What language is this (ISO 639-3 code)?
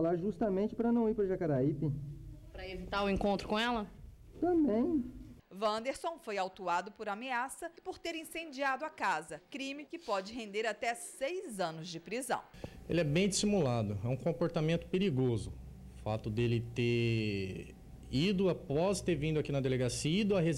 por